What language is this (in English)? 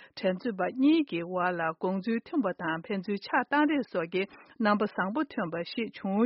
Tibetan